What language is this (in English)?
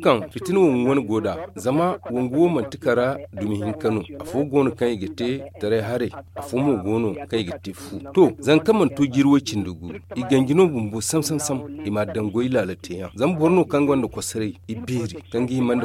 Zarma